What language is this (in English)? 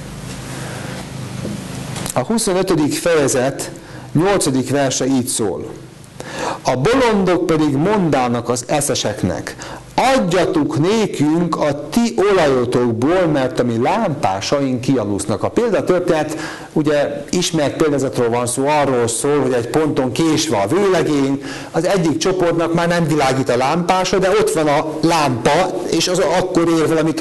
Hungarian